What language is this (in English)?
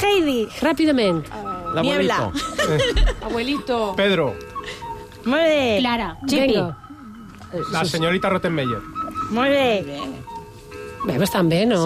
Catalan